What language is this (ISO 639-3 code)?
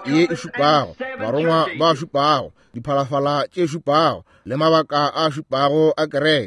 nso